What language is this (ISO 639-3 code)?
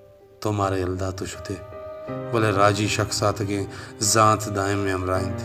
bal